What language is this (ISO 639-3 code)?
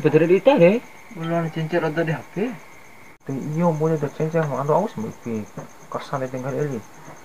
bhp